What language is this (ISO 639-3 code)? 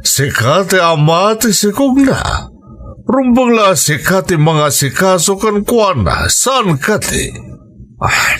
ilo